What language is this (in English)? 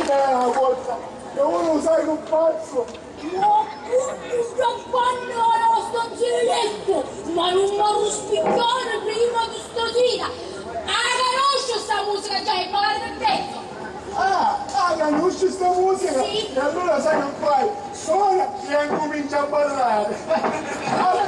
Sicilian